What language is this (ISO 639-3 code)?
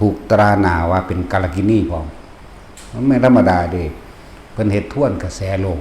tts